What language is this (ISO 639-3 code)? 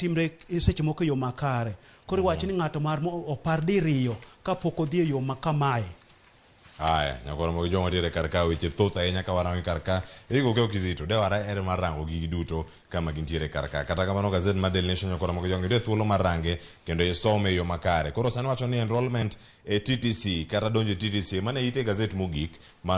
luo